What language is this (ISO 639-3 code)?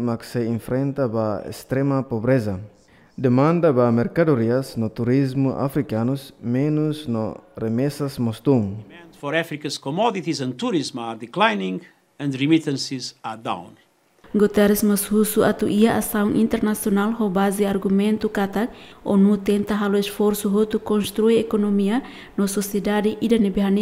tet